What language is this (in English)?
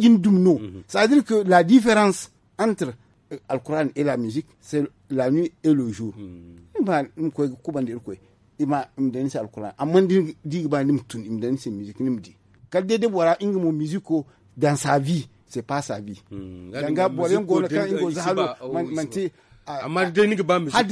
Zarma